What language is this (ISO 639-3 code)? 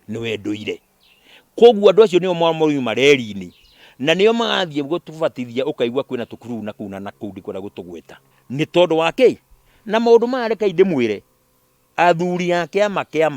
kik